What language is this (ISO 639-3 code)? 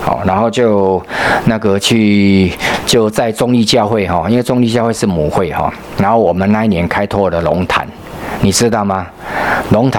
zho